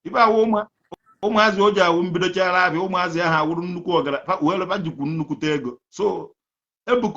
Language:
Igbo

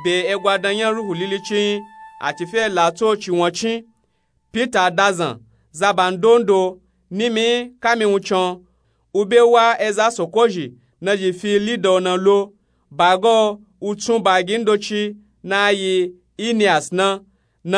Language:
Nupe-Nupe-Tako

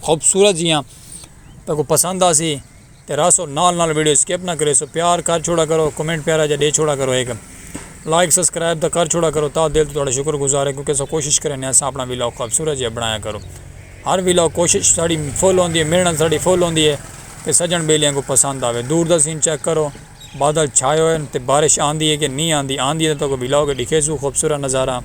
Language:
Saraiki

